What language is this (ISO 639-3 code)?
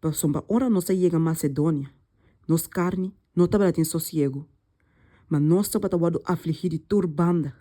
pap